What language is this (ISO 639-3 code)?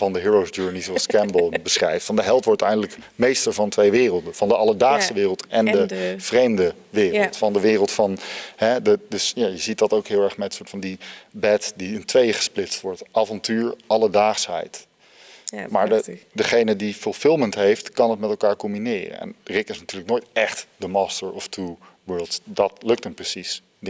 nld